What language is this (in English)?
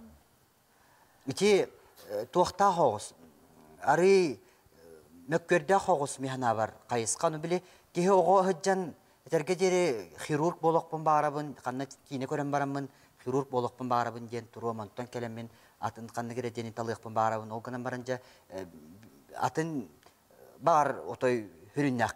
Yakut